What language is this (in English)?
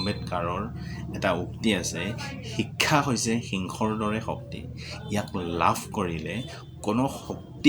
Assamese